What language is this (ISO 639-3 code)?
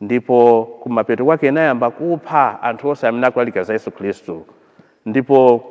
nya